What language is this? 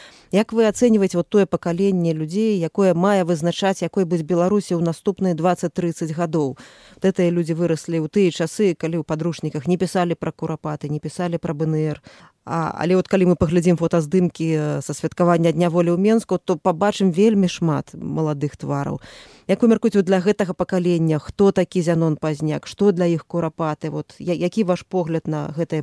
Belarusian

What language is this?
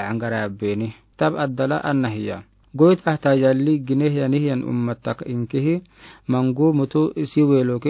Afar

